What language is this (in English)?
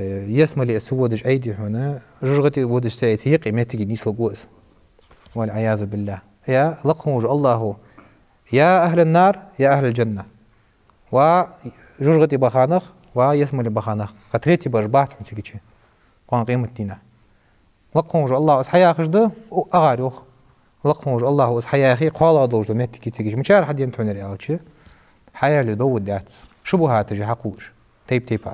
Ingush